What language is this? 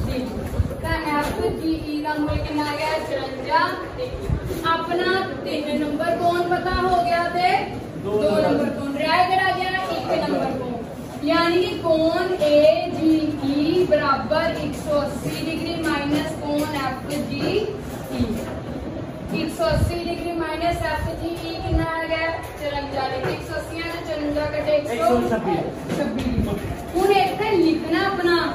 Punjabi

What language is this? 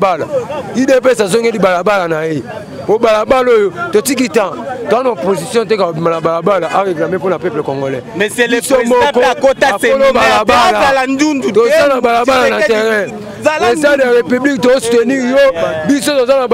Lingala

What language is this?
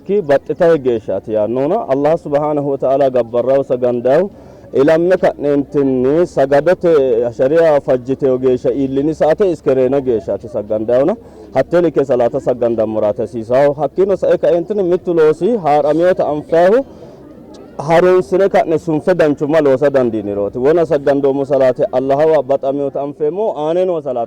Sidamo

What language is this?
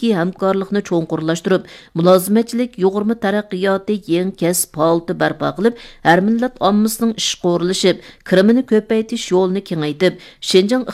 Uyghur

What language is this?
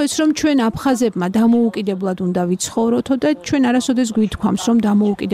Georgian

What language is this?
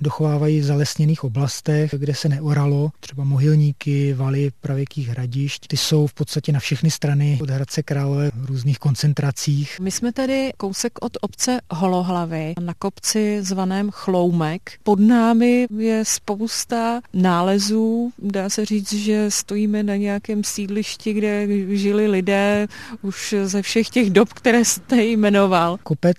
Czech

